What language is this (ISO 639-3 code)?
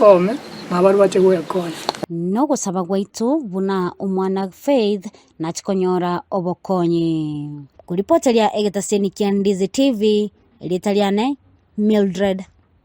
guz